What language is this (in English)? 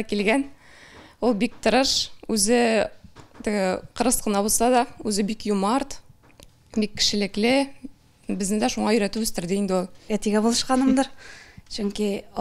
Tatar